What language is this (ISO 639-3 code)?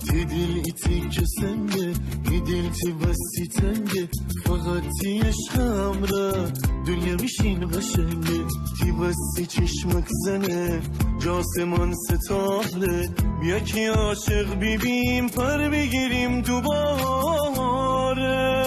glk